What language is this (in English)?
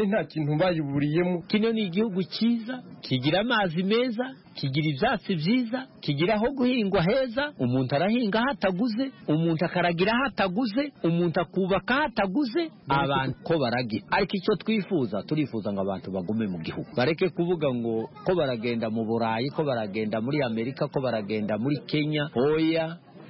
Kinyarwanda